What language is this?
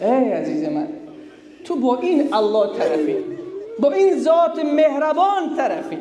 Persian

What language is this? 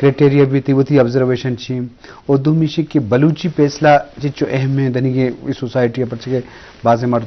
Eastern Balochi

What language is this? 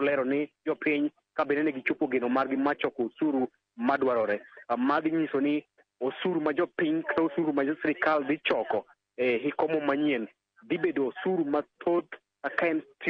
Luo (Kenya and Tanzania)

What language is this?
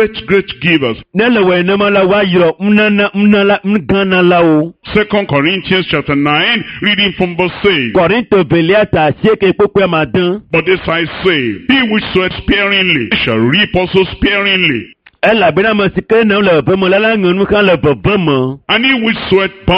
Ewe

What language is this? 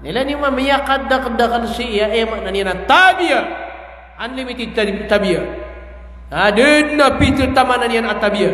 Maranao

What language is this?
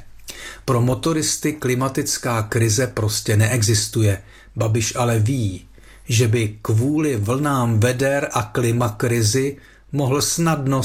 Czech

